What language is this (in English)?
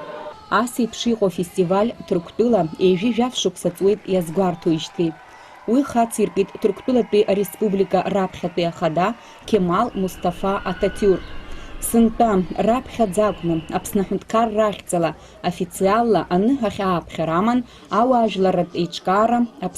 Abkhazian